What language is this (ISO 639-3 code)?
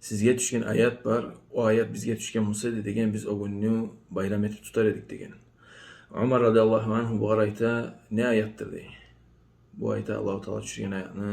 kum